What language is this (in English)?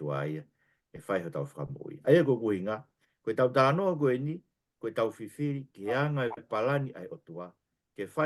Tongan